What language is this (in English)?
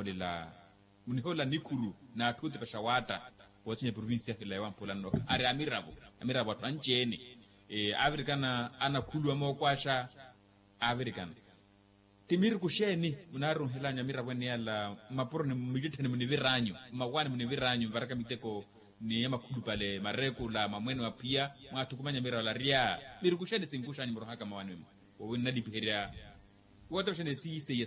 Makhuwa